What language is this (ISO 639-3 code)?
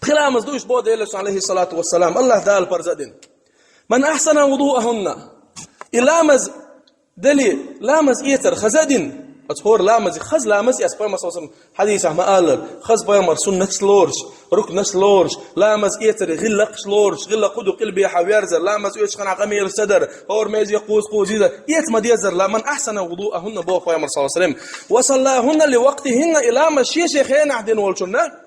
che